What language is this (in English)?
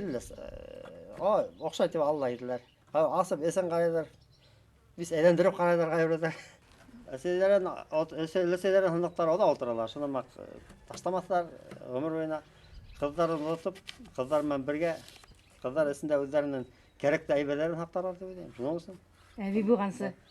Bashkir